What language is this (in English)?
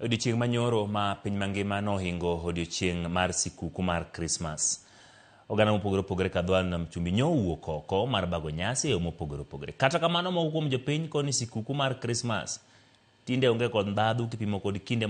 Luo (Kenya and Tanzania)